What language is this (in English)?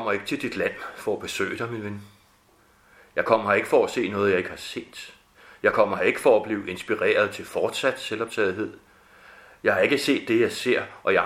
Danish